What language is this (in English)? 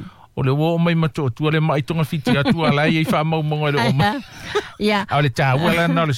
Samoan